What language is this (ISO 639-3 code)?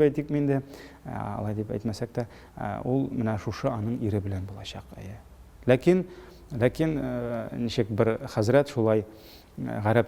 tat